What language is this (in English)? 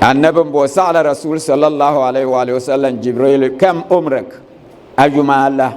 Dagbani